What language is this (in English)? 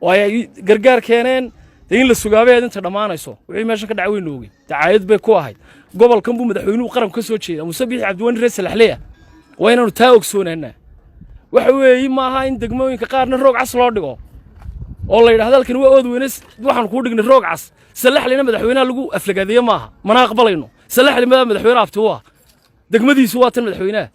Somali